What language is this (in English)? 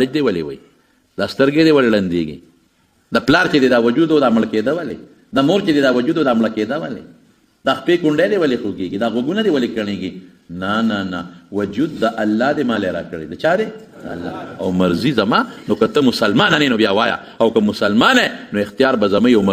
Pashto